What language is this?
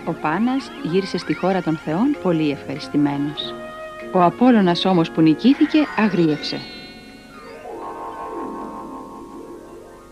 Greek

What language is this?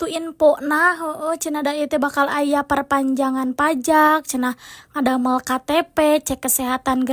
Sundanese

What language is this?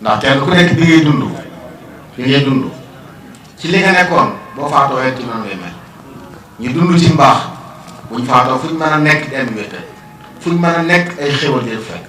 Wolof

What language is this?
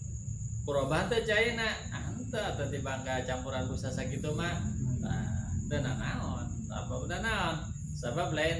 Sundanese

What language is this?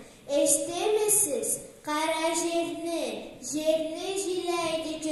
Karachay-Balkar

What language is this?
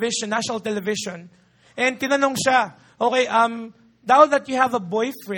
Filipino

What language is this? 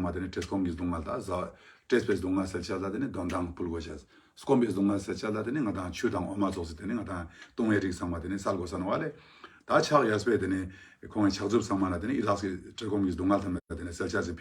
Ladakhi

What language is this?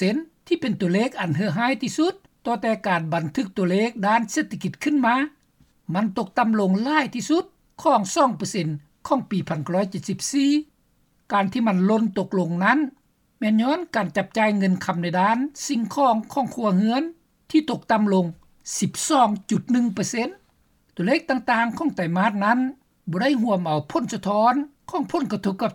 Lao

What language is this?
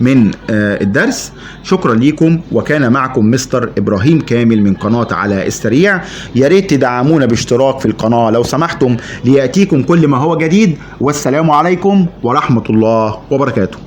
Egyptian Arabic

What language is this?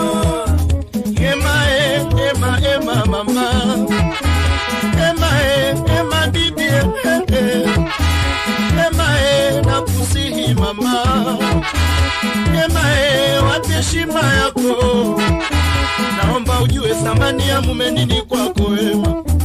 Swahili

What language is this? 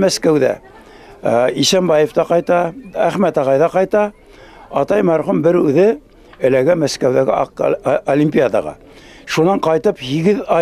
Bashkir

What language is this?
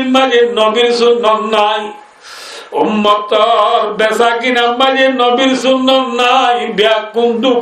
Rohingya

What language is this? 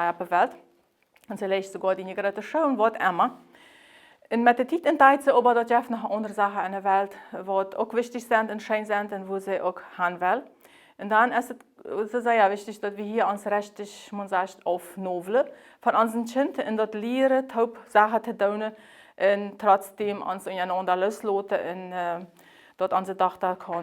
Plautdietsch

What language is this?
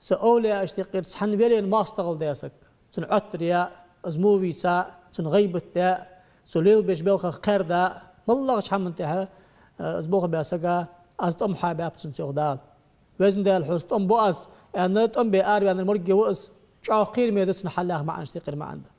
Ingush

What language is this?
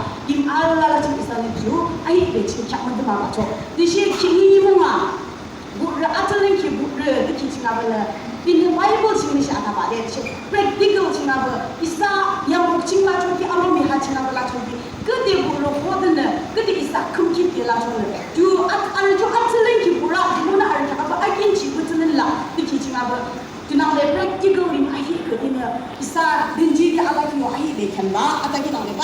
Yimchungru Naga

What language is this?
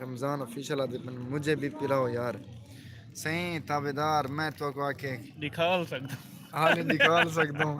Saraiki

